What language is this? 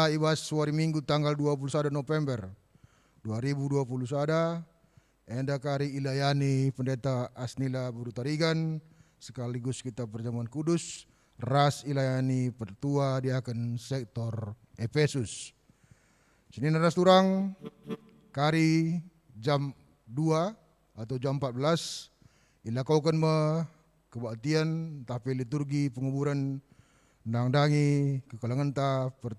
Batak Karo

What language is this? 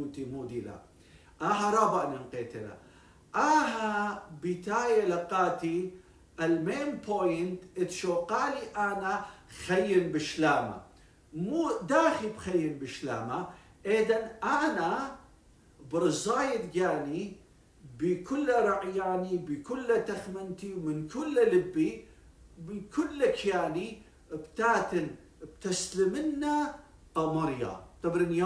Assyrian Neo-Aramaic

